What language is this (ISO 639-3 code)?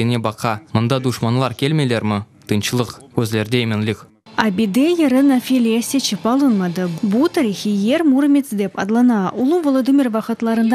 crh